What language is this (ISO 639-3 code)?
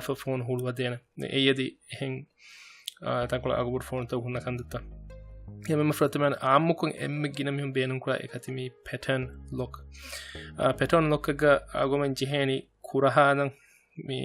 div